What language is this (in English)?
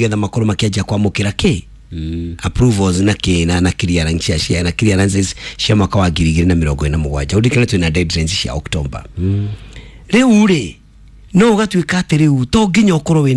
Kikuyu